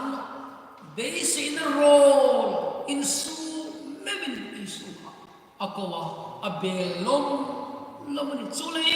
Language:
Hmar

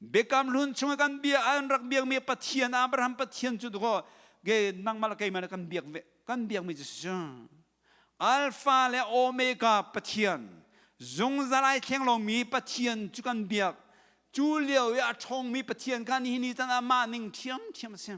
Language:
Hakha Chin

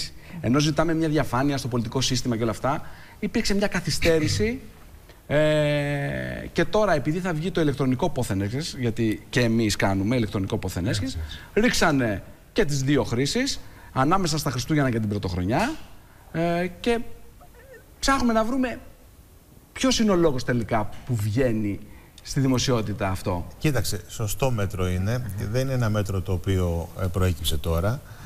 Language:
Greek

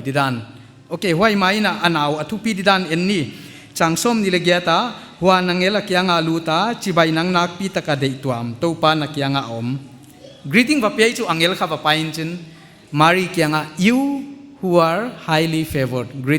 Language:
Paite Chin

